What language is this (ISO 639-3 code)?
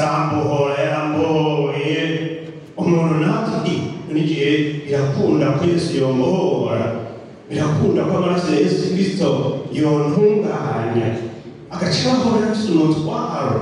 run